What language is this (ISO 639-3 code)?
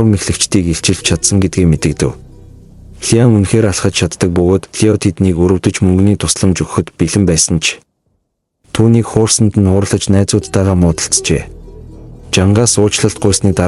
mon